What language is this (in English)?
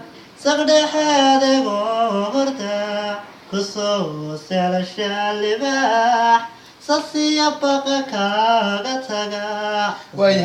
Somali